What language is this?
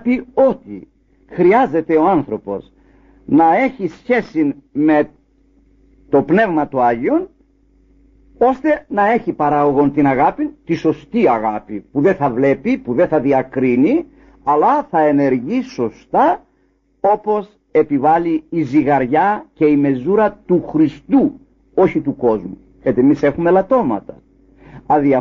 Greek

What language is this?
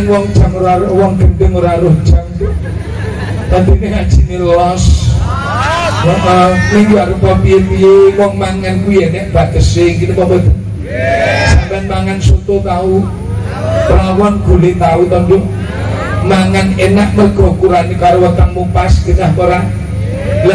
Javanese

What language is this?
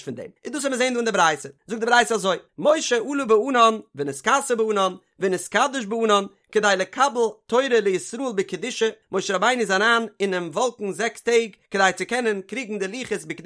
Yiddish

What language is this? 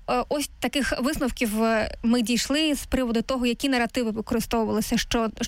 Ukrainian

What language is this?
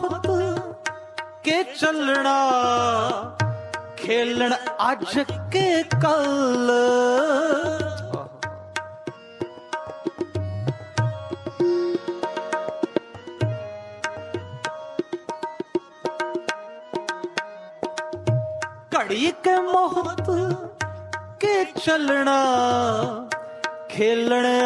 Punjabi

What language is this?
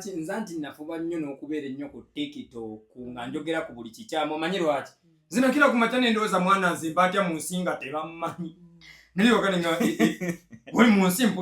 Ganda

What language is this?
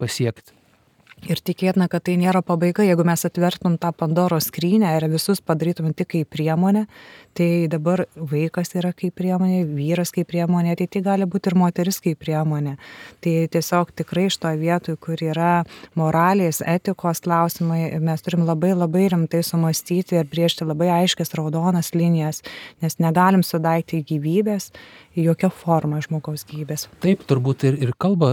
Lithuanian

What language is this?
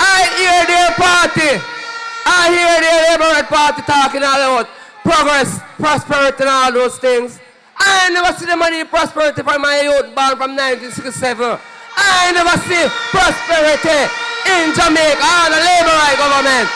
Jamaican Creole English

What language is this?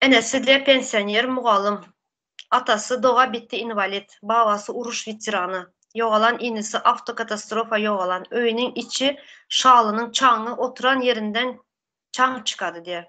Turkmen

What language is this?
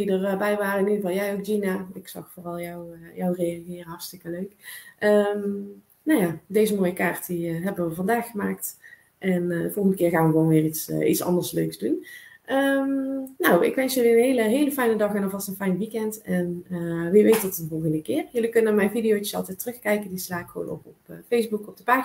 Dutch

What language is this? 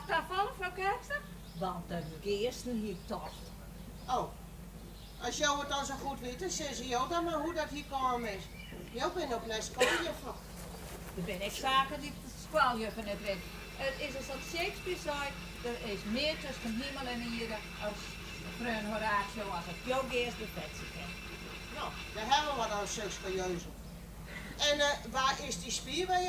Western Frisian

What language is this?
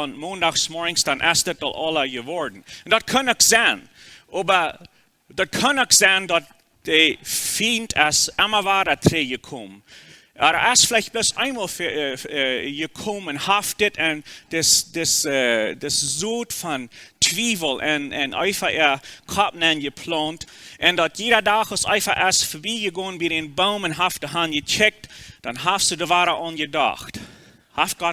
Plautdietsch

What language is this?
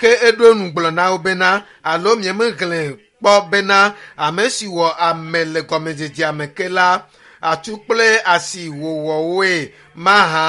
Ewe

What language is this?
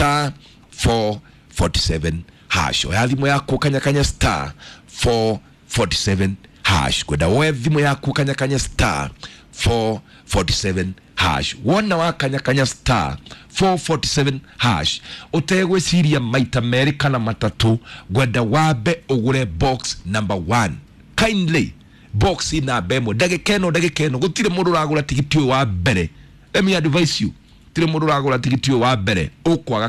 Kikuyu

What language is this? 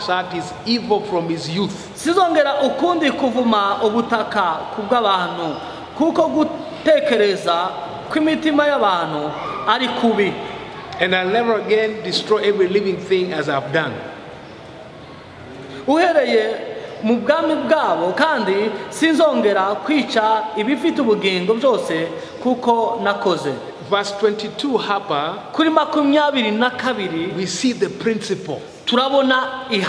Kinyarwanda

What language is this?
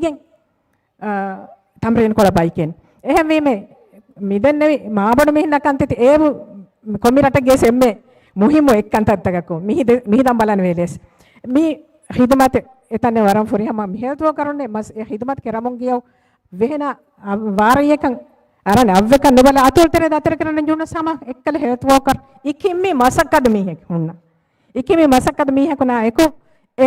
Divehi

